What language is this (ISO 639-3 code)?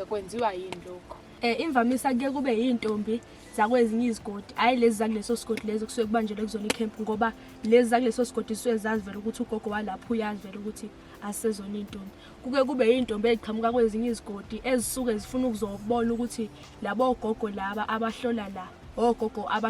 zul